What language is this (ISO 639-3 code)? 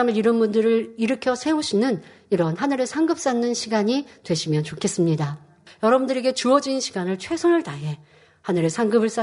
kor